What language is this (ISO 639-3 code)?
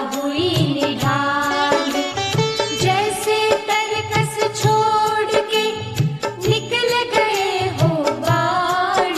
hin